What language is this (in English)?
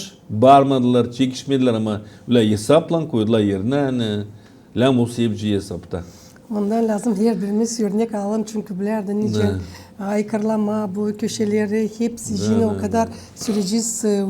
Gagauz